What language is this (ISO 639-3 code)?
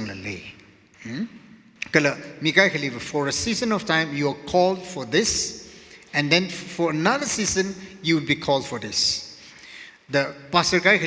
nmf